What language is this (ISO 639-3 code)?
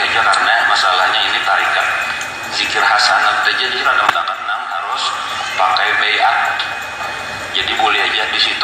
bjn